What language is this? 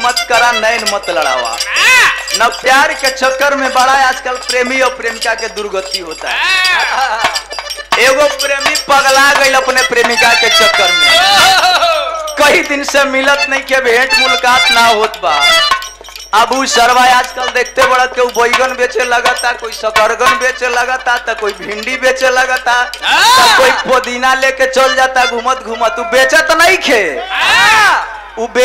Bhojpuri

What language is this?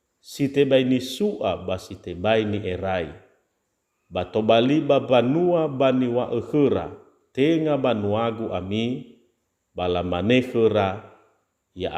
Nias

